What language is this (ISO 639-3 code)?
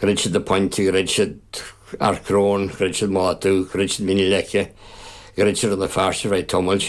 gle